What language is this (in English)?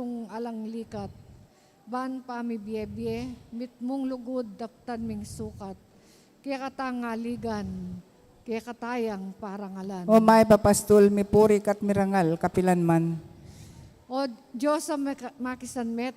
Pampanga